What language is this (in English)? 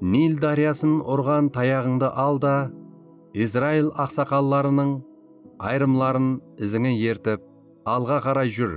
Kara-Kalpak